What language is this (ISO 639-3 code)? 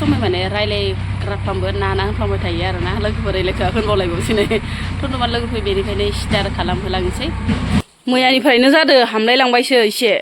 brx